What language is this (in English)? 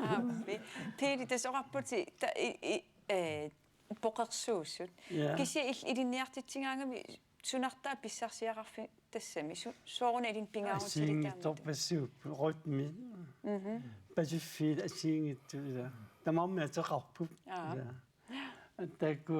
Kalaallisut